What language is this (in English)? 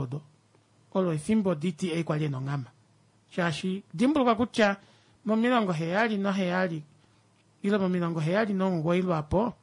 Kuanyama